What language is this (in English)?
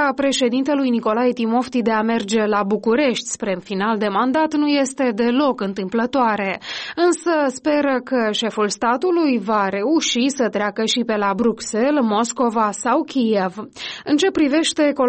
Romanian